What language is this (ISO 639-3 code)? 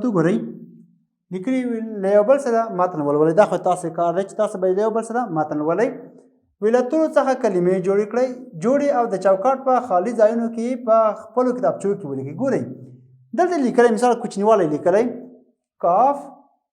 pus